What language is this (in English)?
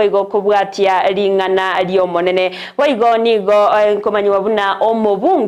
Gusii